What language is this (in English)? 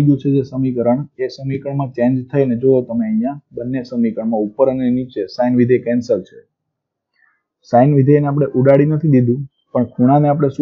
Gujarati